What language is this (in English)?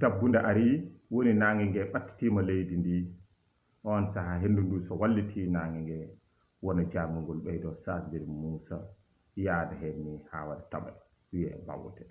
Fula